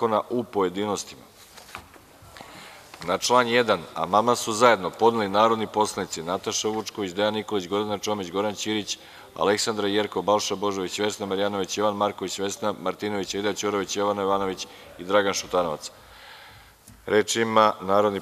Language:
Serbian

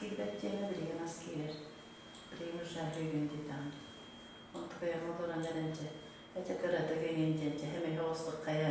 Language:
Yakut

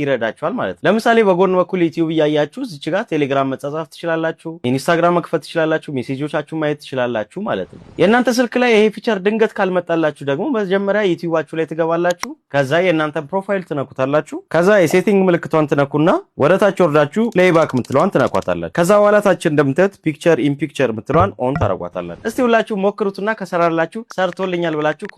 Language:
Amharic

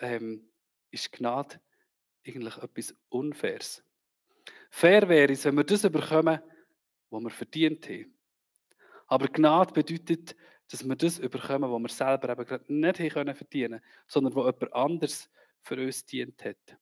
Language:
Swiss German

